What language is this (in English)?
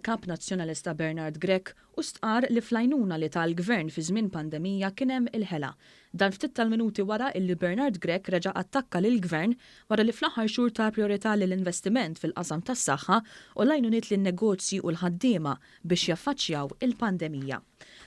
Maltese